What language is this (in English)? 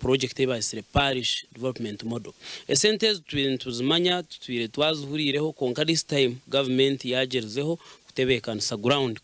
Nyankole